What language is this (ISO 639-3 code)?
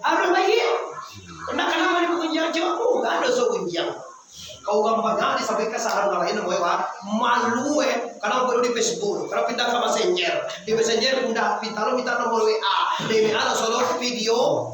min